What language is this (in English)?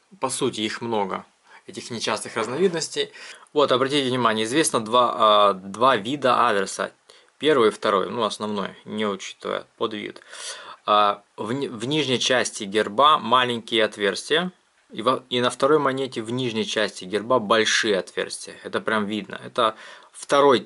Russian